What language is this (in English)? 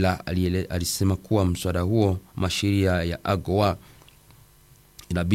Swahili